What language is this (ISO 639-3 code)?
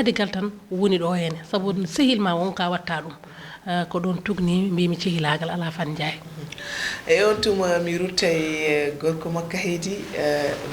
ful